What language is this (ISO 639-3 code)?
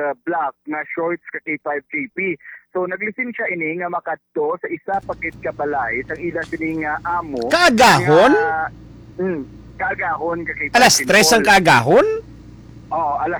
hil